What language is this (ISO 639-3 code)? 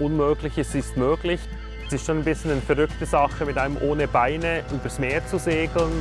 gsw